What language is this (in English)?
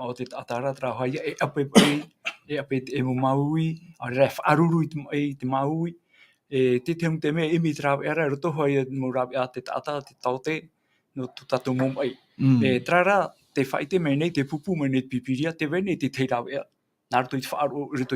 Tahitian